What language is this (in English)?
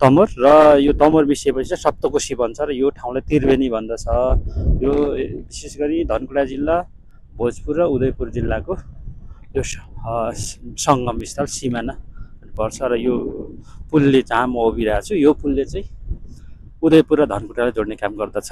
Nepali